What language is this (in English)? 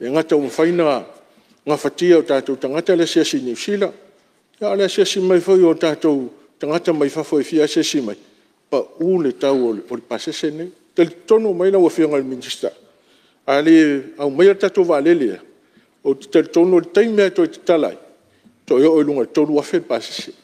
Samoan